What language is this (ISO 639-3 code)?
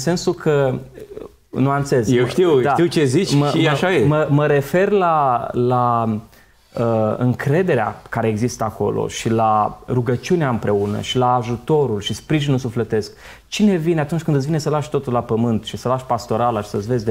ron